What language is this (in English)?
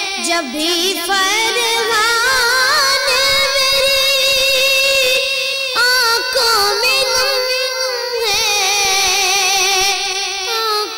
Urdu